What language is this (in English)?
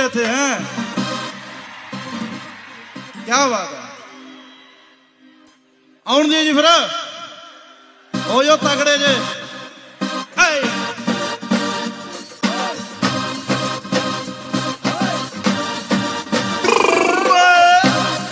Punjabi